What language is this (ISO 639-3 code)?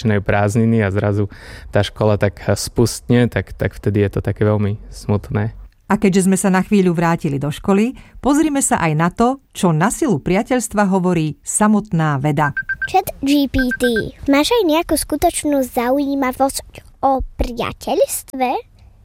slk